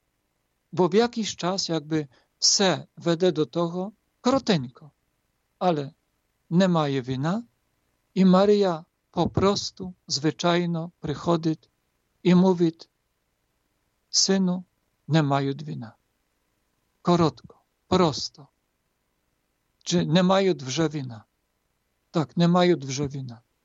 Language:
Ukrainian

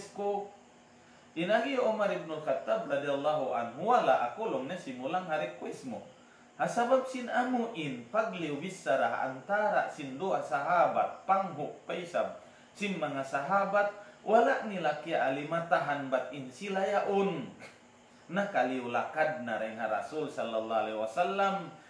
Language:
Tausug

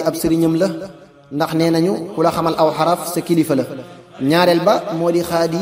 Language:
Wolof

